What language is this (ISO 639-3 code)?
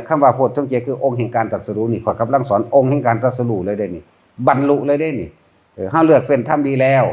tts